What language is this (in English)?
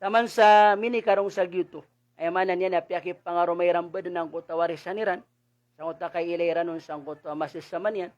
Maranao